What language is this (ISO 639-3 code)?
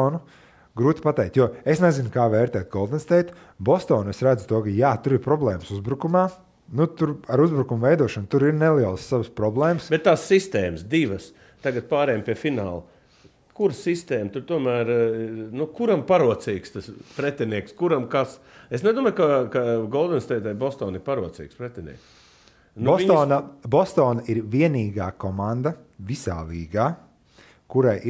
lav